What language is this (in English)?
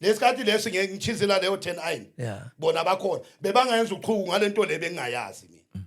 Zulu